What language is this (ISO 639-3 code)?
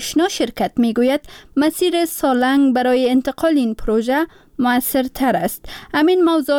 fas